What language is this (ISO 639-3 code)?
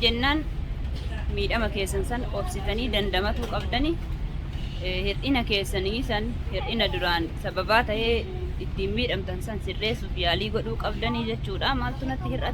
orm